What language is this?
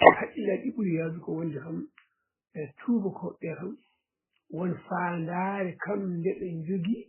Fula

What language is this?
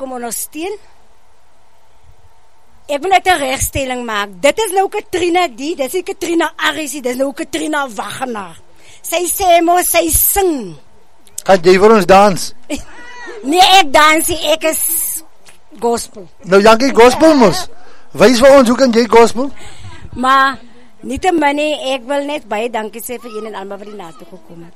Afrikaans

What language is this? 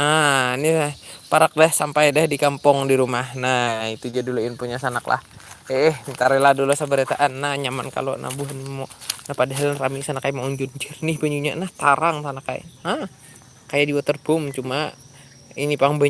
Banjar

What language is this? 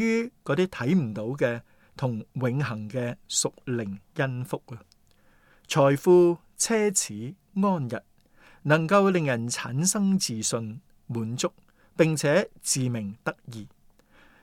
Cantonese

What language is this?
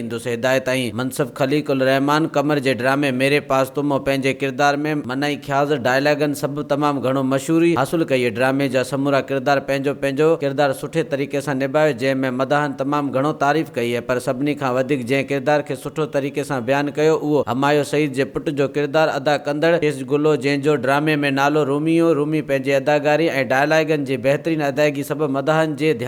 Sindhi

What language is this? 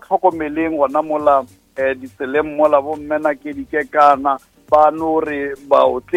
Northern Sotho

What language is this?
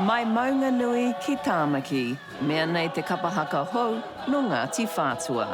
Māori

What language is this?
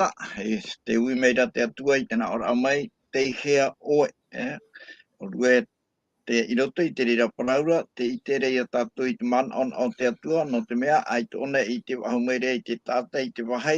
Tahitian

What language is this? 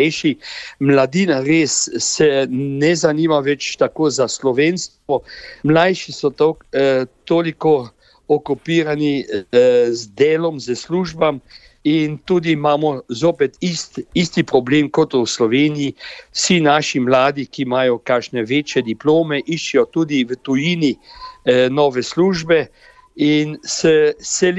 Slovenian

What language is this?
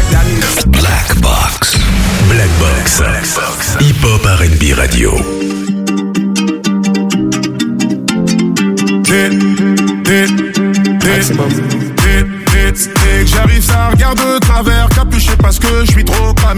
French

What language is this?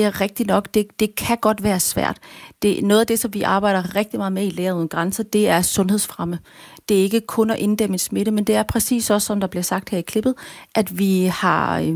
Danish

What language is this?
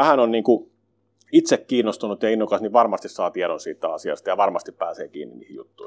Finnish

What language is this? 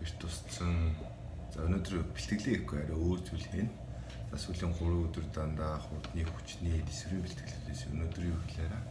Mongolian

